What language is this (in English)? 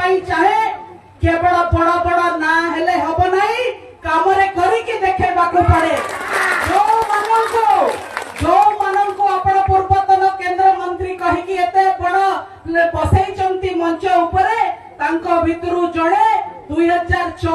Odia